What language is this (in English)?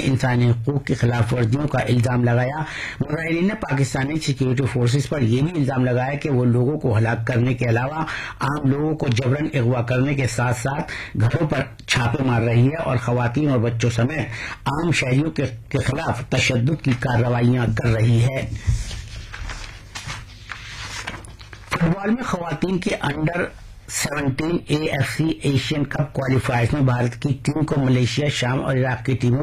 Urdu